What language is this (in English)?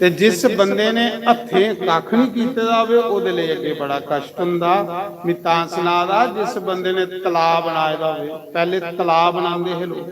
Dogri